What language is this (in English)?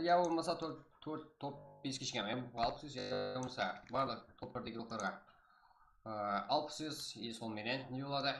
Kara-Kalpak